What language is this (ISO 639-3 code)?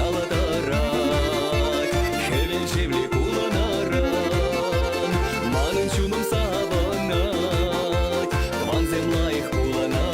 chv